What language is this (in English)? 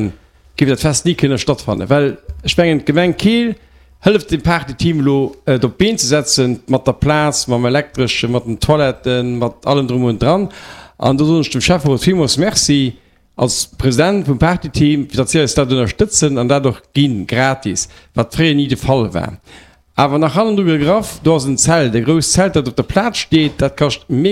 Luxembourgish